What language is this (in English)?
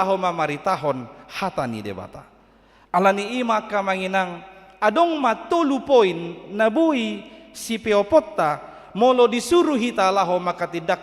Batak Toba